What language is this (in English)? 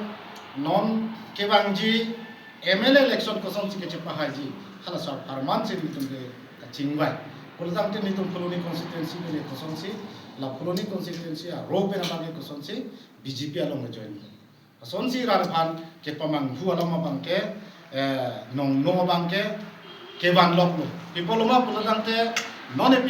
Karbi